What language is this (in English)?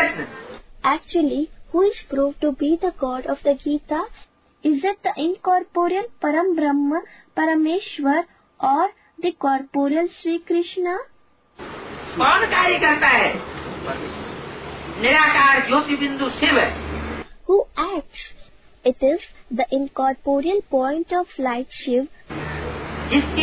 Hindi